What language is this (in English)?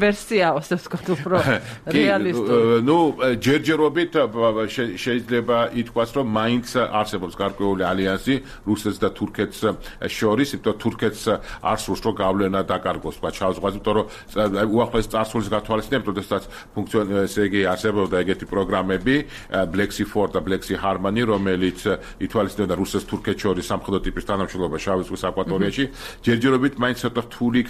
Georgian